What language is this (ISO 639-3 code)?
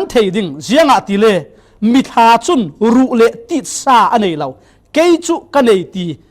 cfm